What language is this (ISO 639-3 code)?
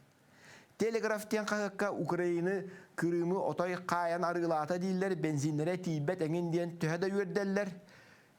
sah